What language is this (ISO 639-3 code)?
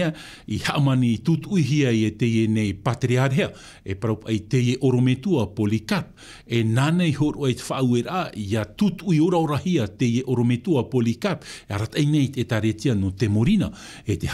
tah